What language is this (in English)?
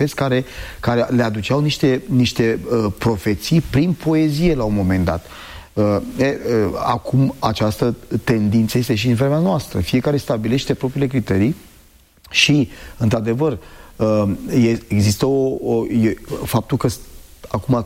Romanian